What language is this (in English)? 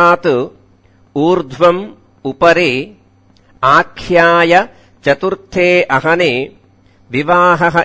Sanskrit